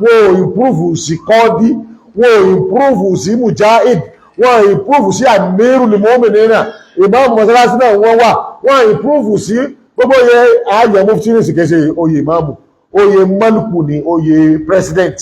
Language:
Yoruba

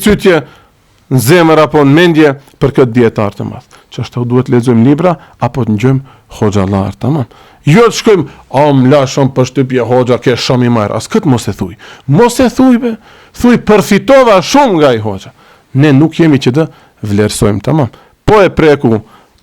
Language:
Albanian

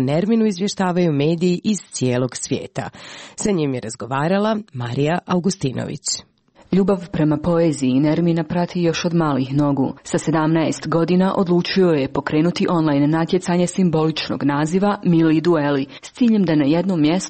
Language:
Croatian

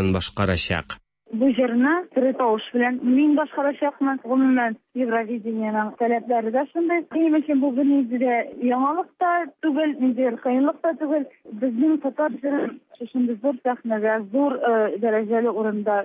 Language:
Tatar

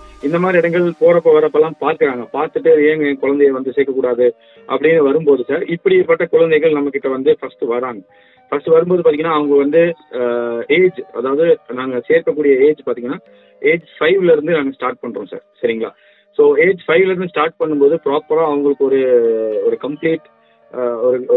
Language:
Tamil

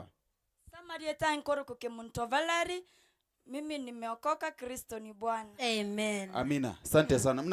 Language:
Gusii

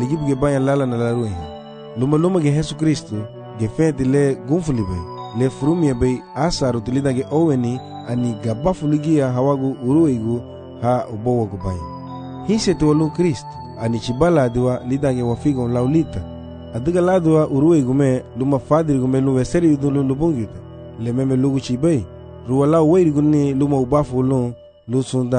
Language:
Garifuna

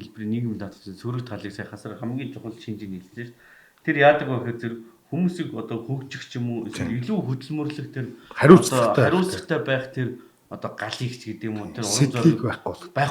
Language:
Mongolian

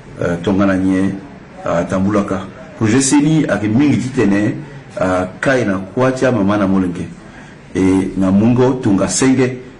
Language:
Sango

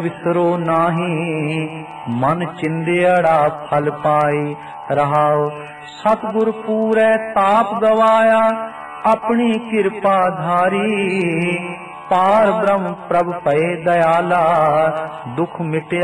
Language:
Punjabi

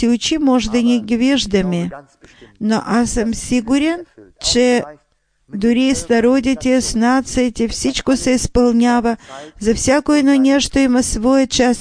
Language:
Bulgarian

